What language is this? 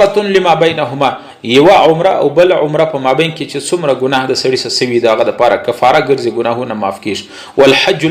Pashto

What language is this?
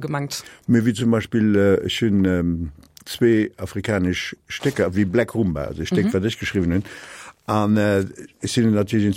Luxembourgish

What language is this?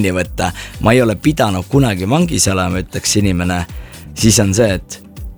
Estonian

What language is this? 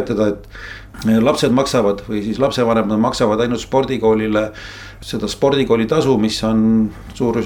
Estonian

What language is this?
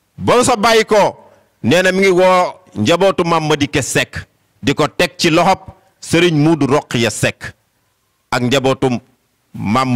Wolof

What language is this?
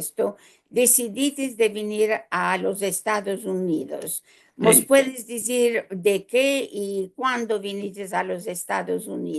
Ladino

